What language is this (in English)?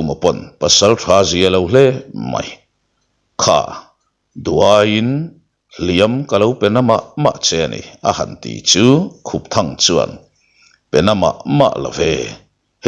Mizo